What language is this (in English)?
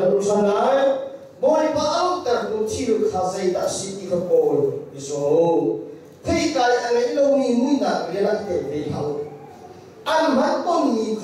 Hakha Chin